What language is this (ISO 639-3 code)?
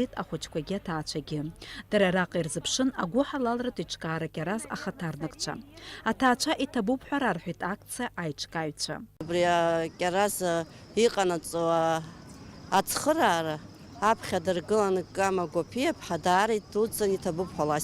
abk